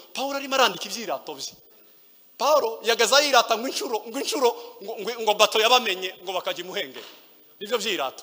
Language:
Kinyarwanda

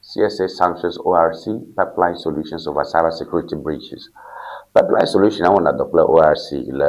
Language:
Ewe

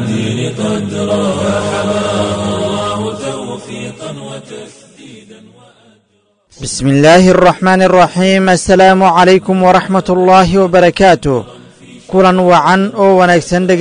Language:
Somali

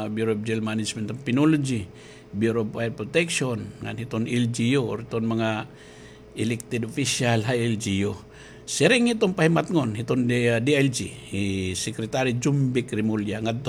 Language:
Waray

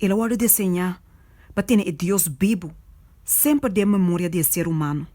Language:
Papiamento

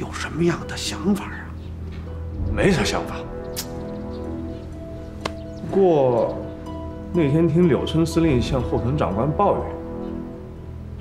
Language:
Chinese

